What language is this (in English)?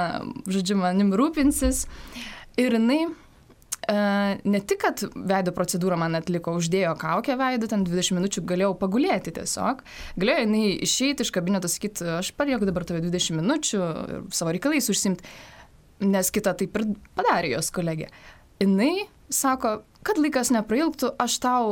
Lithuanian